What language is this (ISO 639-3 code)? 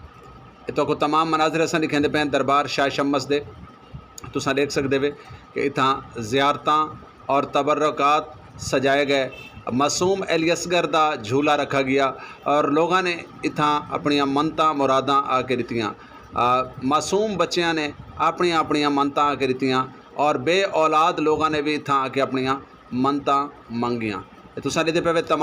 skr